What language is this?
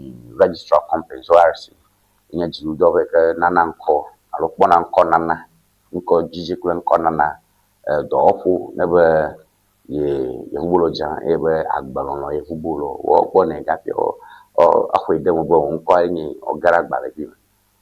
Ewe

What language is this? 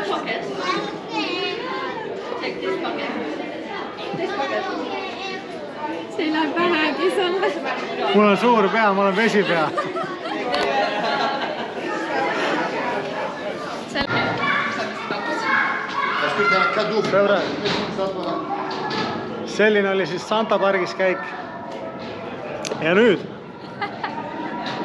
Estonian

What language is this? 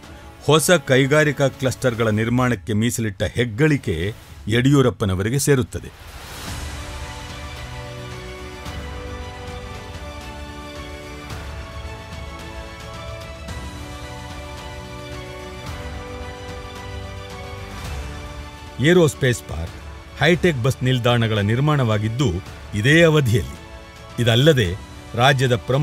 Kannada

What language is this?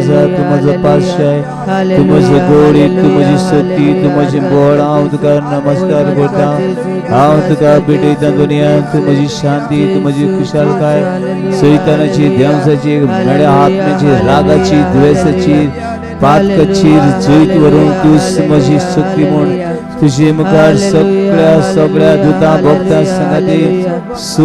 Konkani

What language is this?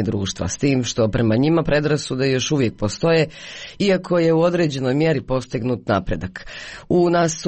Croatian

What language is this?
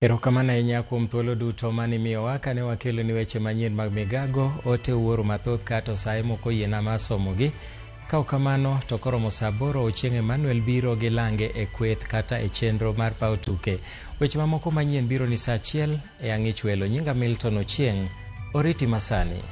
Luo (Kenya and Tanzania)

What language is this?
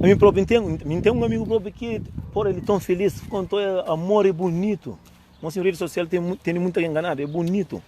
Kabuverdianu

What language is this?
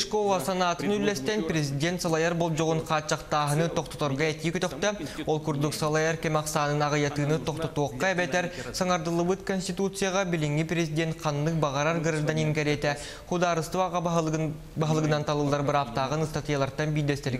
Yakut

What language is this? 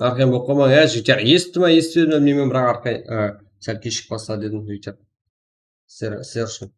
Kara-Kalpak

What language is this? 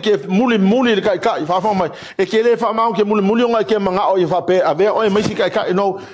Samoan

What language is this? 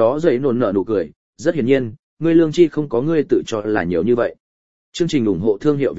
Vietnamese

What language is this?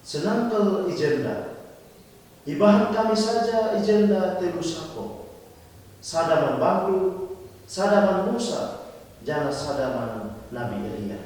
Batak Karo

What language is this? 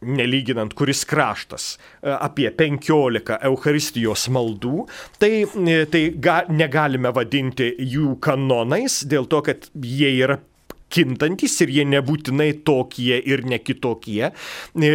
Lithuanian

